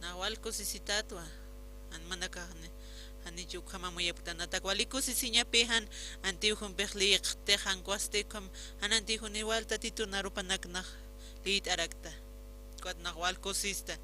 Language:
Aymara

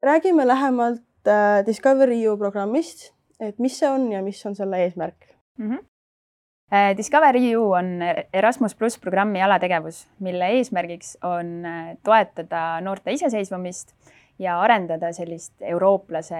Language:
Estonian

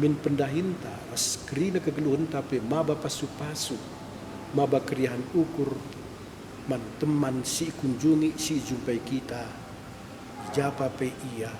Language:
Batak Karo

